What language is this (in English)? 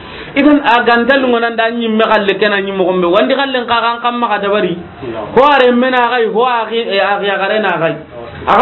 Soninke